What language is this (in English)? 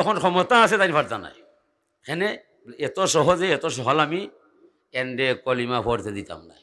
Sylheti